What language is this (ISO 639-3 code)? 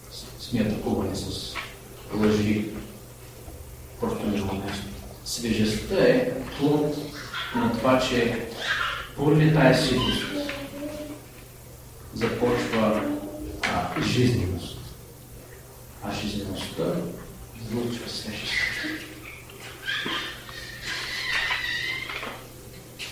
bul